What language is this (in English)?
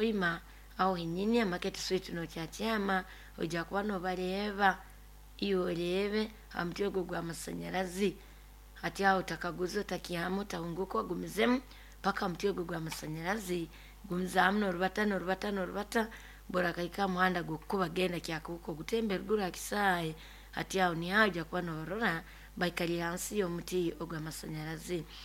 Nyoro